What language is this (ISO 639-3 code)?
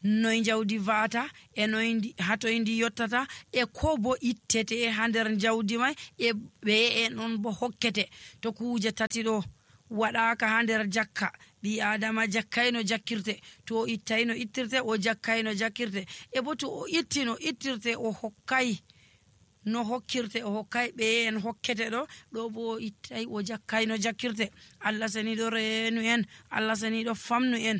fuv